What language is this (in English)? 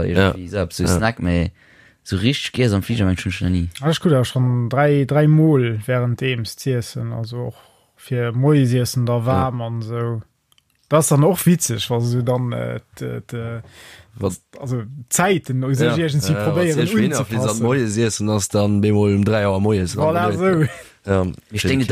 Luxembourgish